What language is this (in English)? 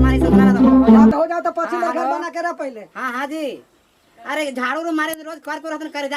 Magahi